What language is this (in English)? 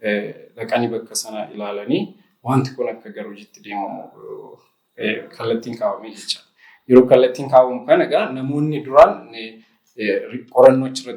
Oromo